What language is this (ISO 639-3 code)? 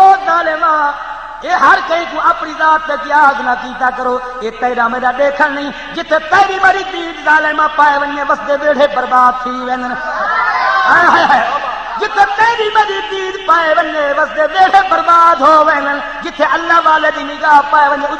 skr